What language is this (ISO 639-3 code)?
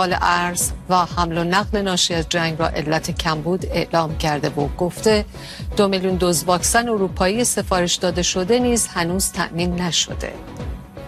fas